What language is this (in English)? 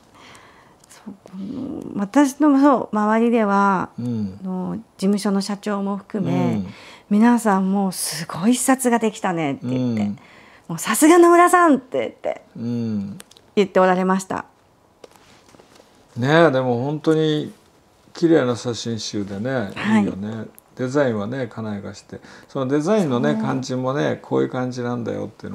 Japanese